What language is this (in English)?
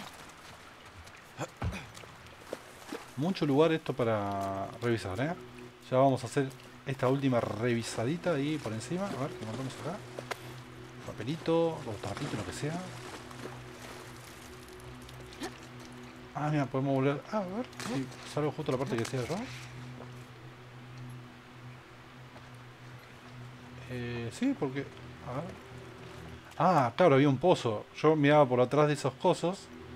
Spanish